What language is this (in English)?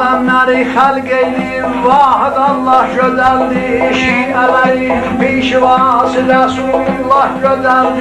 South Azerbaijani